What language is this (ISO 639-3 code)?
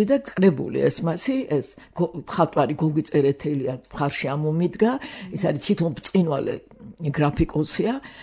kat